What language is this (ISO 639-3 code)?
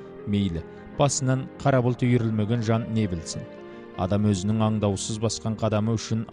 kaz